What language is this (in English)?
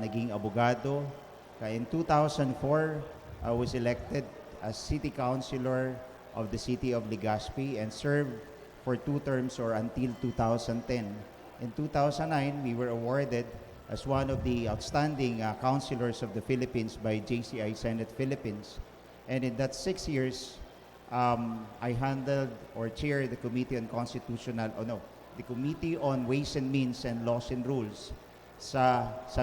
Bikol